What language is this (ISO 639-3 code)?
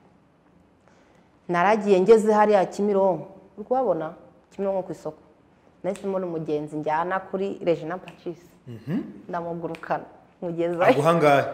kin